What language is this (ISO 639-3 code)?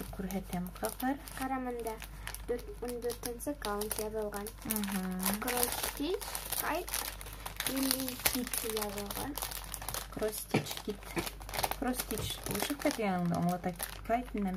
bak